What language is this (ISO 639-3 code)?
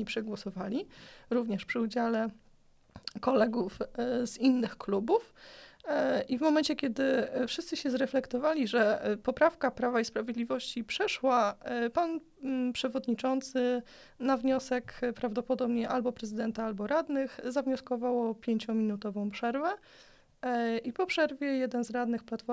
pol